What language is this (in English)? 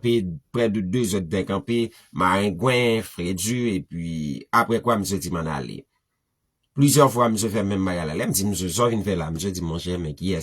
Haitian Creole